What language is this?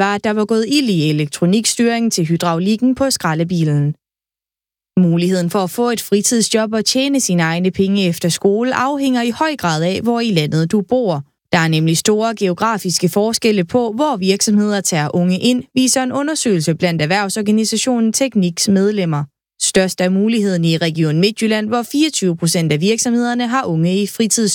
Danish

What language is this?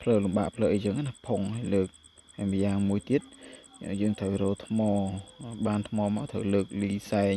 Khmer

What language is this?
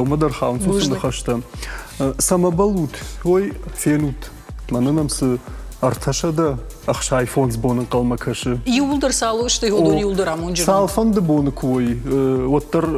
Ossetic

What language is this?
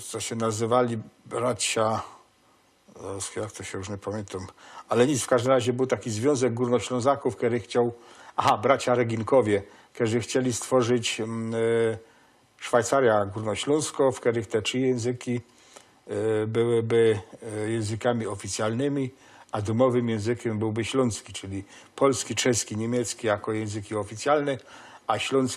Silesian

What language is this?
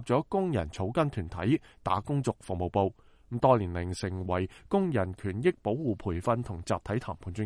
Cantonese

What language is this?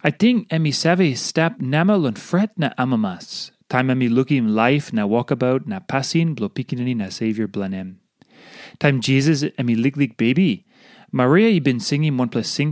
Tok Pisin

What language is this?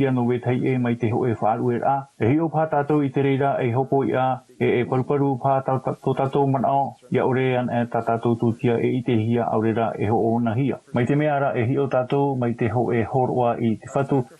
Tahitian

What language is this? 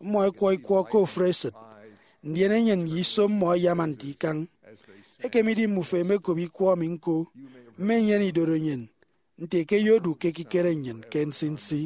Efik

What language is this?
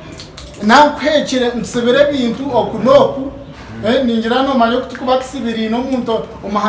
Nyankole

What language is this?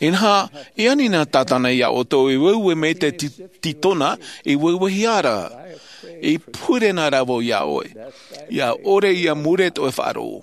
Tahitian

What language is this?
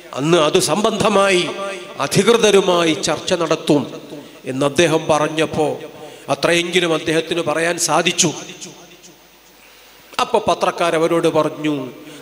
Malayalam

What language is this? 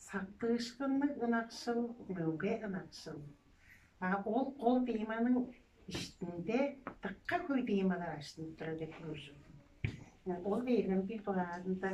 Tuvinian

